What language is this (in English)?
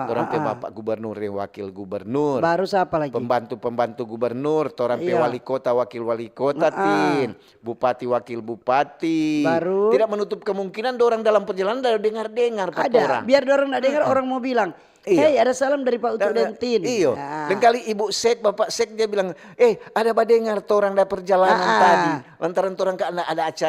Manado Malay